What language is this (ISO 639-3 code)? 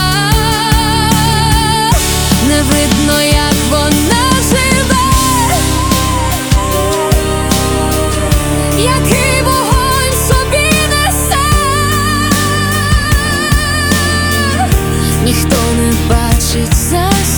ukr